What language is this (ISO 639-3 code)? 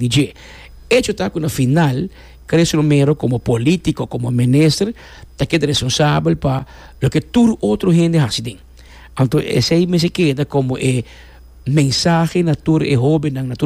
pap